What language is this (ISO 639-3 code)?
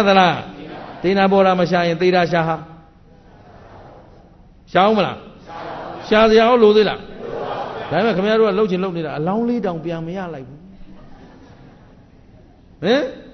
mya